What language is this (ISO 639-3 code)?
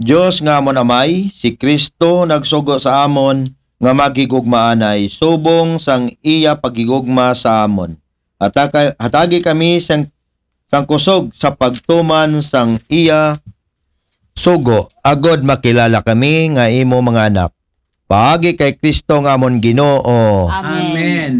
akl